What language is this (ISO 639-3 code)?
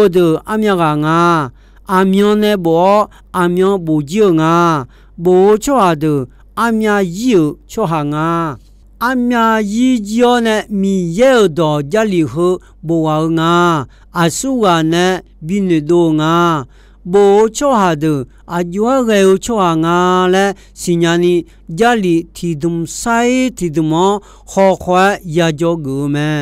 ahk